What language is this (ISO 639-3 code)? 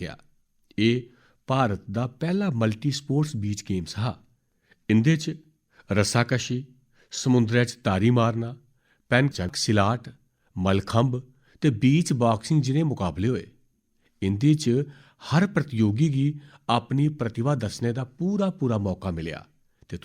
doi